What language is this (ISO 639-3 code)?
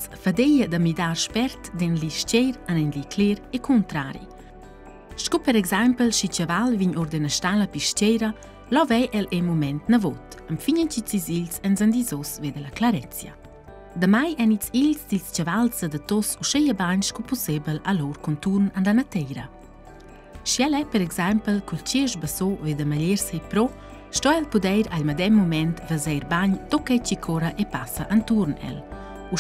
roh